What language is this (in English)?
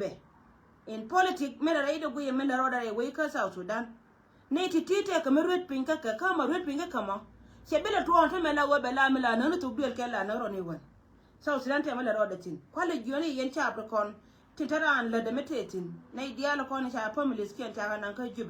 Nuer